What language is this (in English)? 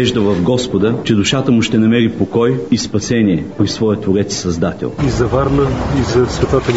Bulgarian